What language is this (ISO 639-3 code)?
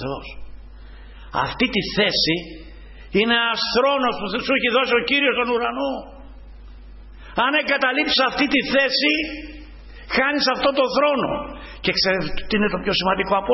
ell